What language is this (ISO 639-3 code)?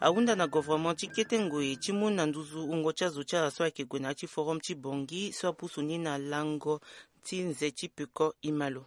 sag